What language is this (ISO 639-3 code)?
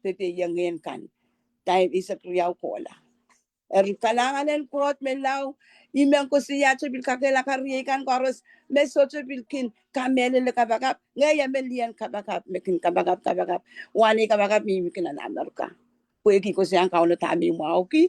pon